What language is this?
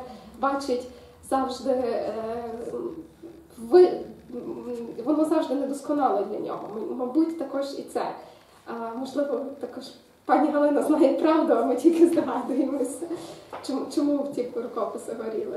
Ukrainian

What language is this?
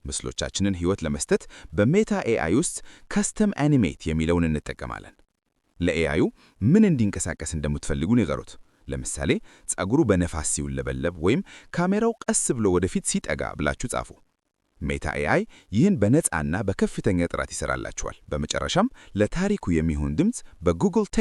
Amharic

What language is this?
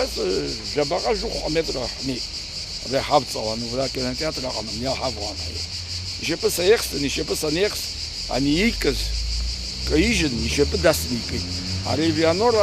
Abkhazian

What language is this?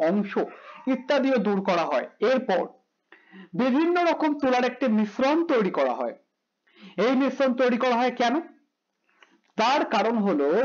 Bangla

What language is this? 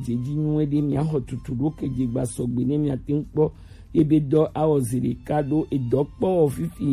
Gen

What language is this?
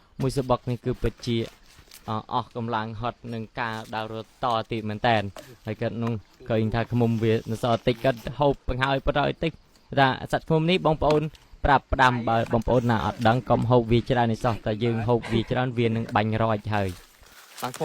Khmer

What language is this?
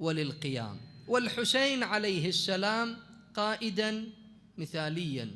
Mesopotamian Arabic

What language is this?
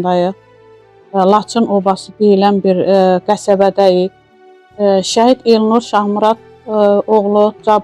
Azerbaijani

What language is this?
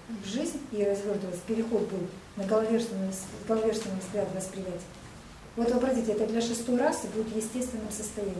Russian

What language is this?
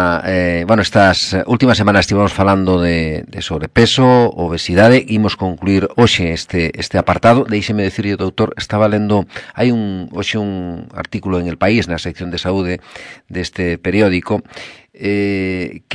Galician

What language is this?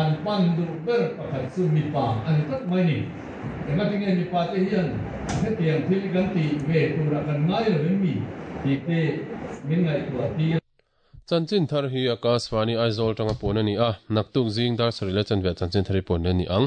Mizo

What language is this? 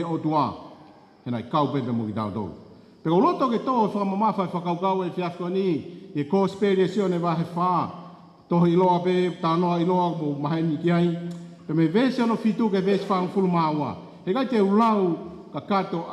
Tongan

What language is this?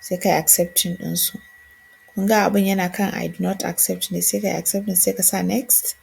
Hausa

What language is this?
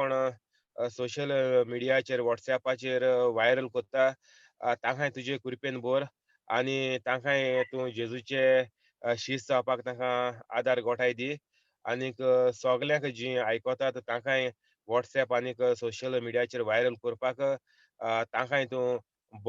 Konkani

